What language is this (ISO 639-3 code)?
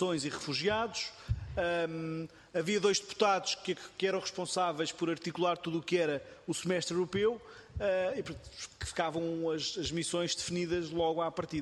por